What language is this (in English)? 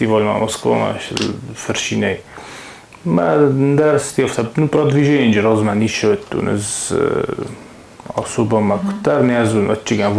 Ossetic